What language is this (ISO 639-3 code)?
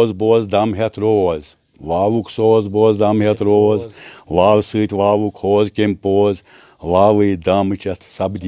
kas